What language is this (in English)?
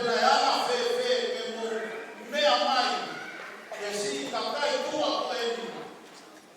Tongan